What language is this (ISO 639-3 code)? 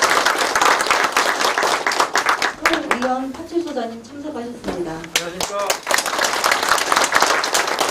kor